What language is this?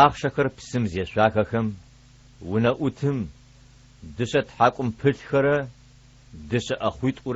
Adyghe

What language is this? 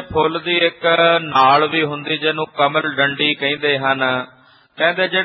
Punjabi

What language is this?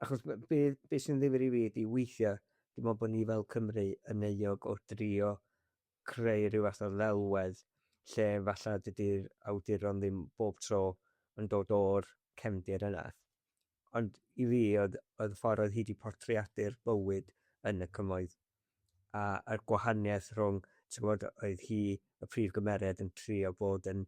Welsh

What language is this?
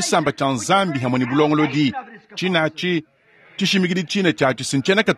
Luba-Lulua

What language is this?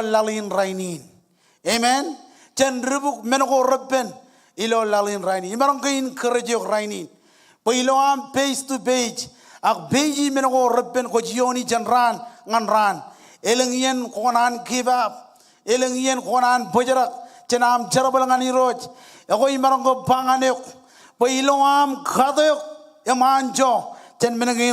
Marshallese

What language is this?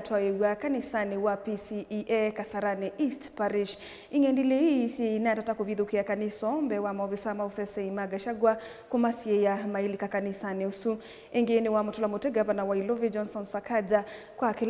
Kamba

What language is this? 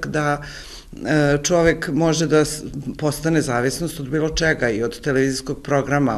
Serbian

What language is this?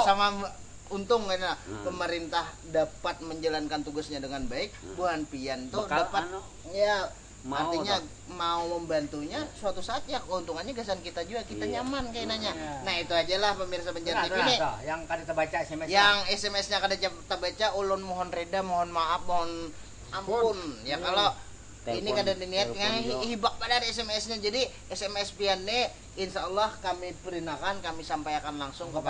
Banjar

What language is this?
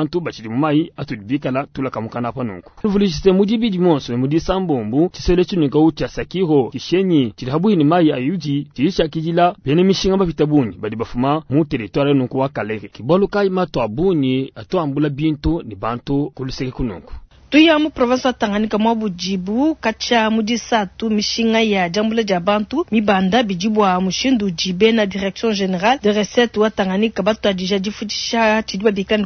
Luba-Lulua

